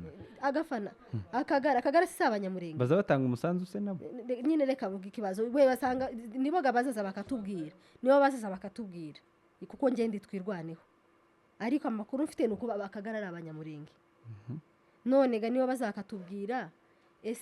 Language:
Kinyarwanda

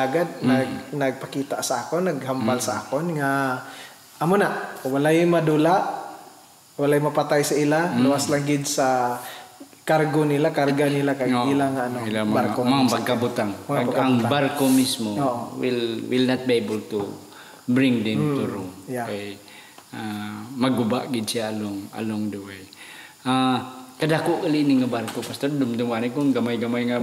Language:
Hiligaynon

